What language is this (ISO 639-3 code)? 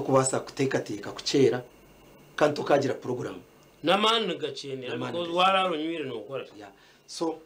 nyn